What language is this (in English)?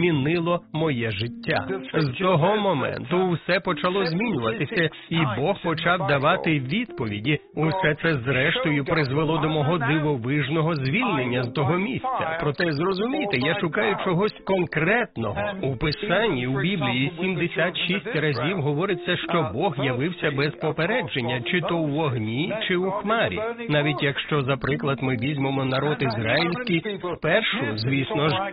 Ukrainian